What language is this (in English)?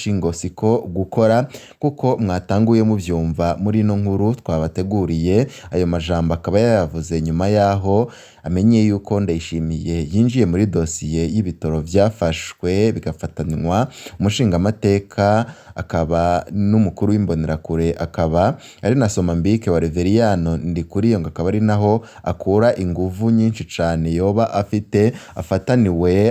Rundi